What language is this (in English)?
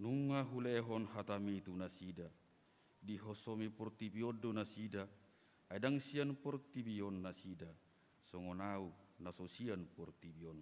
Batak Toba